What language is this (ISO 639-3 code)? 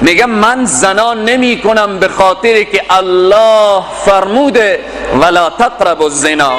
fas